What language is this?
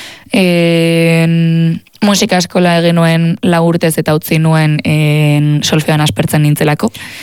Basque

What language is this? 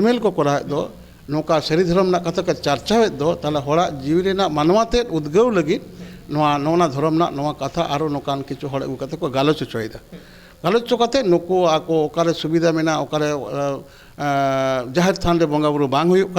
Santali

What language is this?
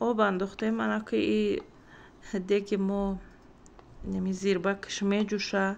Tajik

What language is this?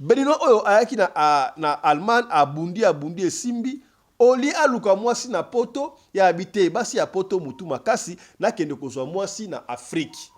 Lingala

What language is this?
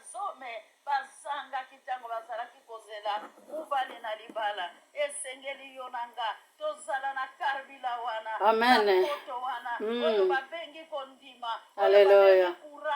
Lingala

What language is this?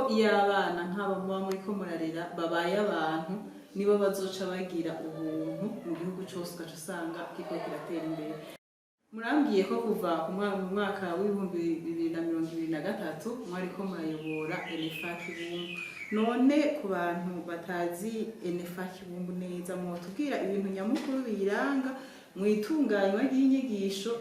Rundi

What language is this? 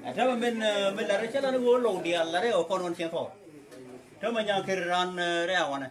Nuer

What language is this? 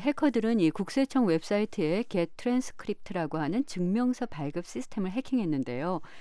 Korean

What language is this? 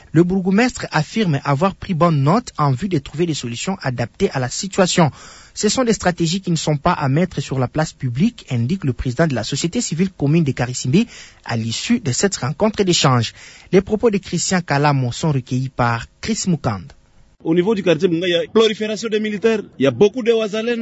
French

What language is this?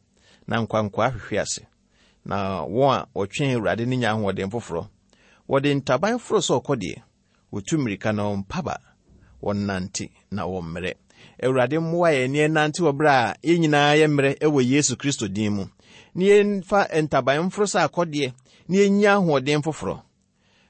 Akan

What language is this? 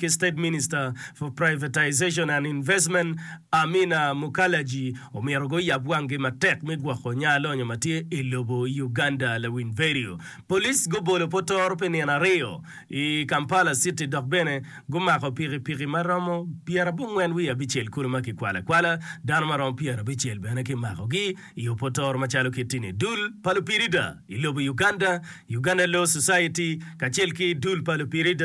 Acoli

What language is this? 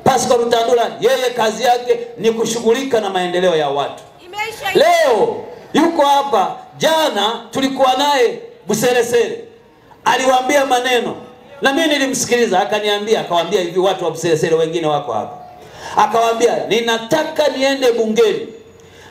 Swahili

